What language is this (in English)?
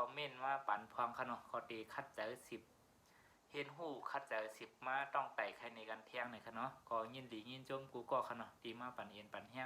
Shan